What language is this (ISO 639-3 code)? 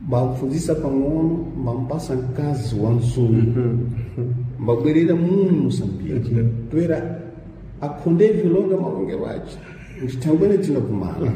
seh